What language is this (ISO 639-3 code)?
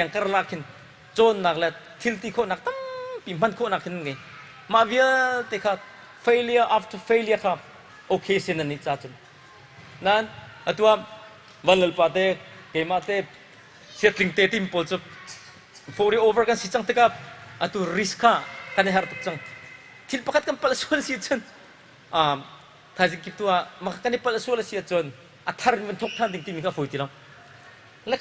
cnh